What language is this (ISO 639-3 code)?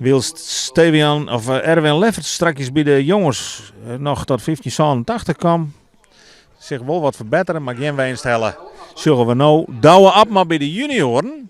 fry